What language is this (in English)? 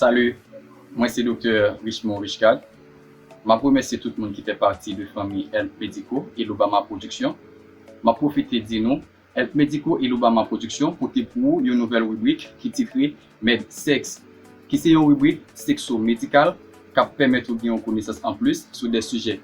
Haitian Creole